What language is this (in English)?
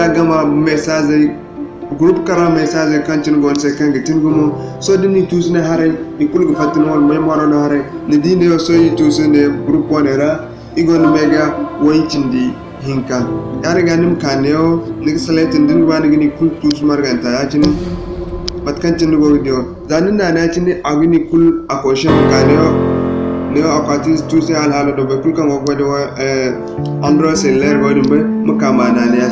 Zarma